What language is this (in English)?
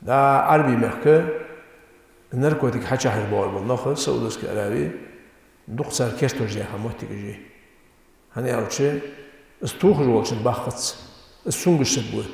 Ingush